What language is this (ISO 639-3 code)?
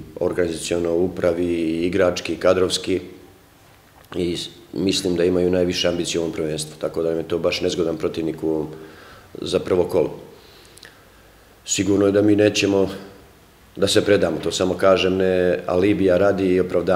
srp